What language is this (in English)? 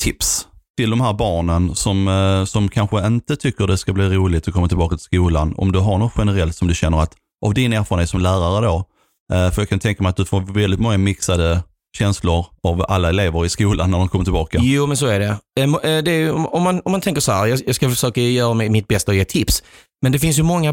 Swedish